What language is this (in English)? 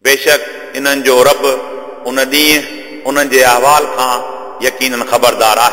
Sindhi